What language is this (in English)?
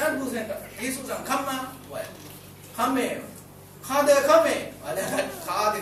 Rawang